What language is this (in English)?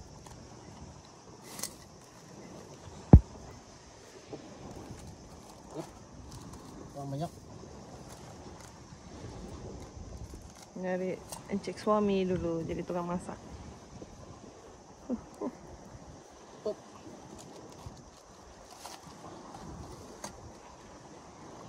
Malay